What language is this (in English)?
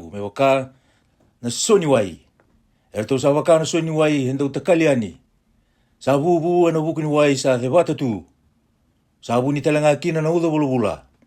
Fijian